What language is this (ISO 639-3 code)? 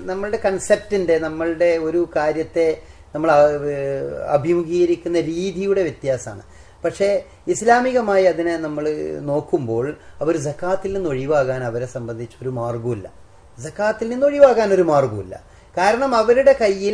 mal